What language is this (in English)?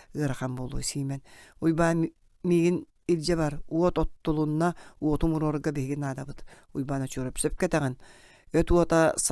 Yakut